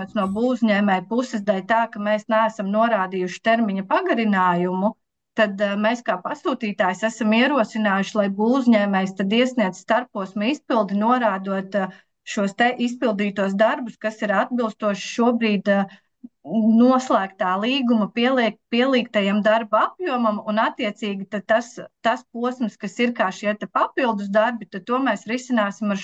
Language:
Latvian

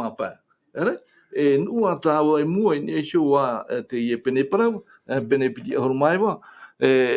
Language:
Tahitian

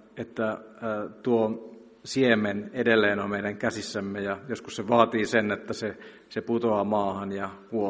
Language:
Finnish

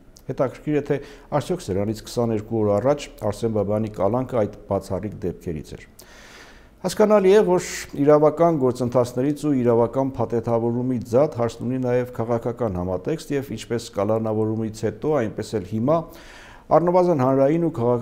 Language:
Armenian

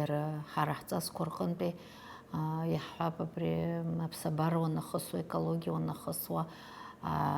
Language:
Abkhazian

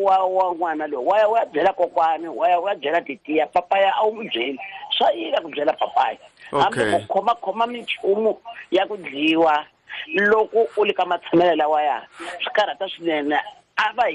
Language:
Tsonga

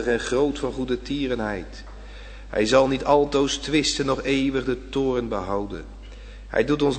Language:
Dutch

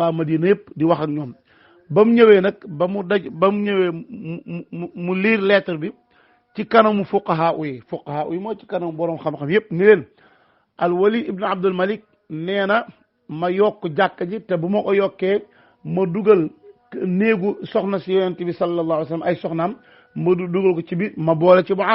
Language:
Wolof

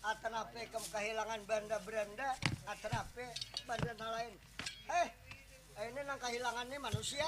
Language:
Banjar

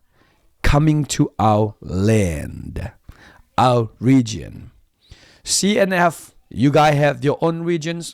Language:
Tedim Chin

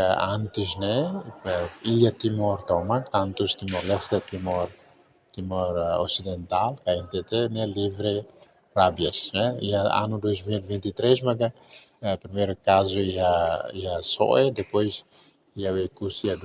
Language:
Tetum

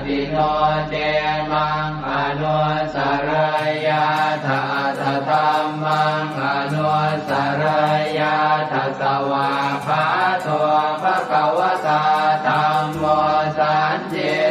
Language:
Pali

